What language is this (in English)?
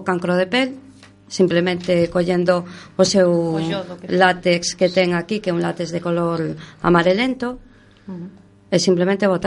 Galician